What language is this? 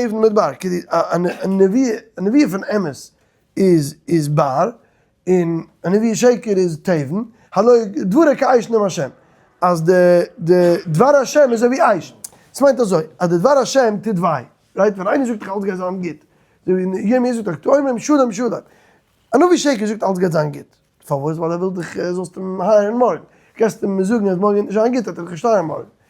Yiddish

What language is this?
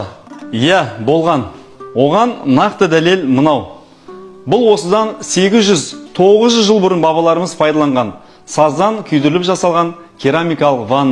Kazakh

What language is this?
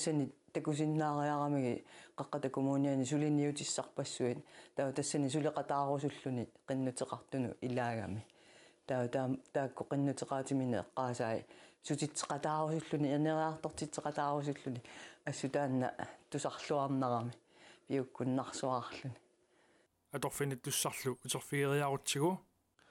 Kalaallisut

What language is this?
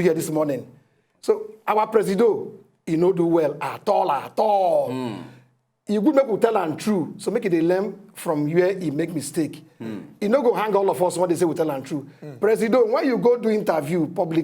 Nigerian Pidgin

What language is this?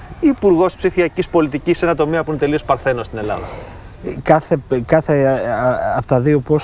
Greek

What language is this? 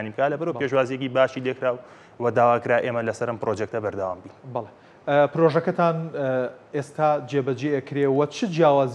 Central Kurdish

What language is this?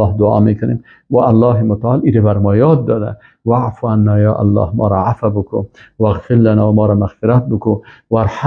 Persian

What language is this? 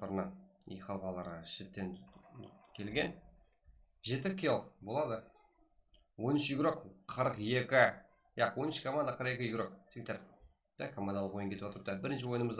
Kara-Kalpak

